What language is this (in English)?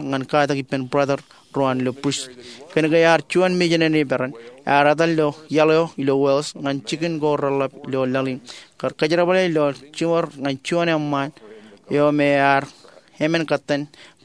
Marshallese